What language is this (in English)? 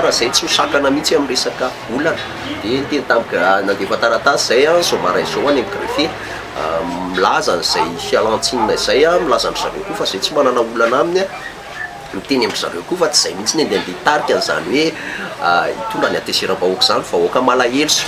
Malagasy